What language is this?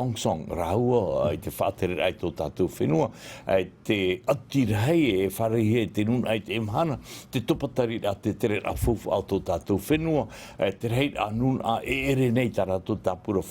Tahitian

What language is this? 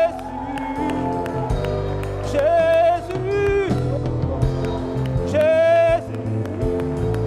French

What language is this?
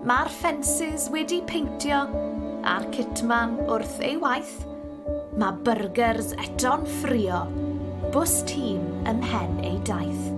Welsh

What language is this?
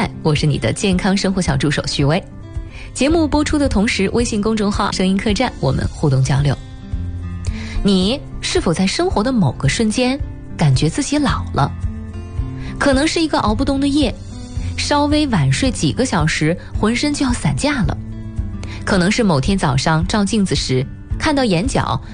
Chinese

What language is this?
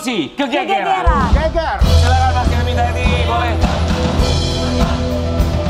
Indonesian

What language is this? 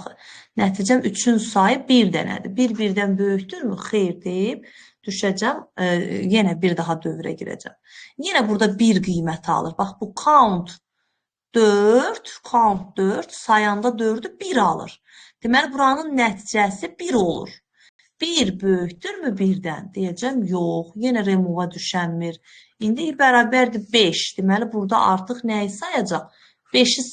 Azerbaijani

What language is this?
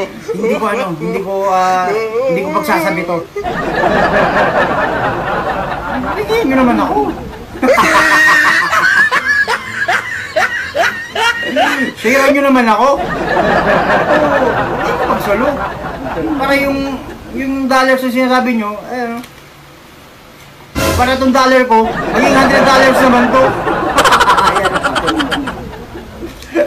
Filipino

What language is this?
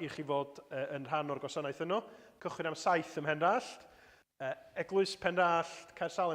Welsh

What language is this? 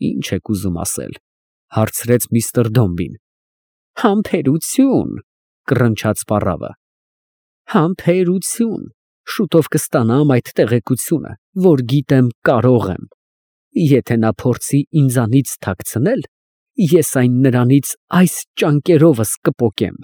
Armenian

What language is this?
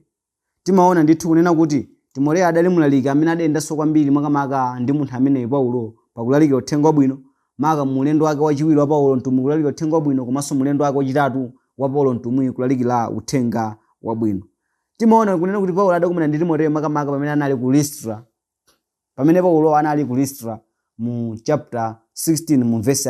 Nyanja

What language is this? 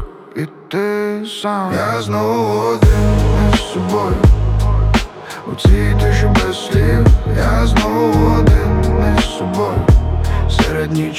Ukrainian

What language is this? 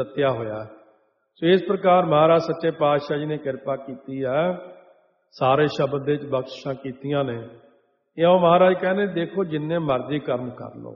Punjabi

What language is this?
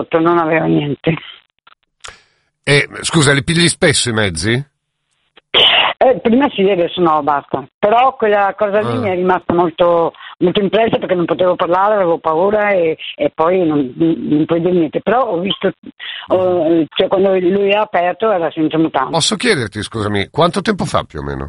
Italian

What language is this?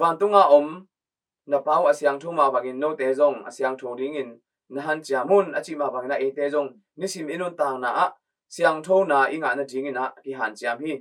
Tedim Chin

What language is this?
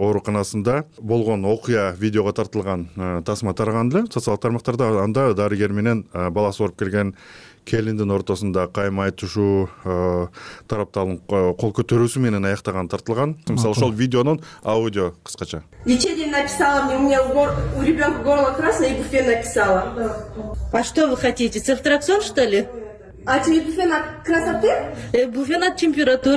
Kyrgyz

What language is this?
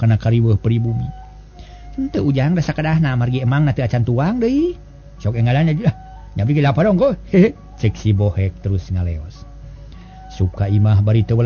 Sundanese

